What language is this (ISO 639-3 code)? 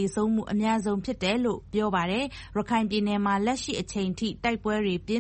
mya